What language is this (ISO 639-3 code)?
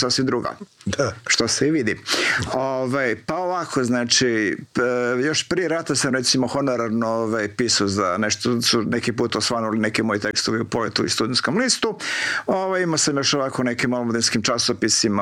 hrv